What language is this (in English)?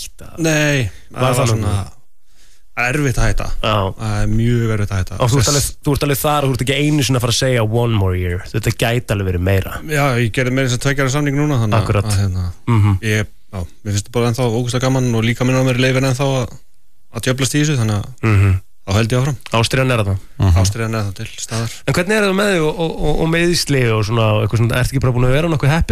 Icelandic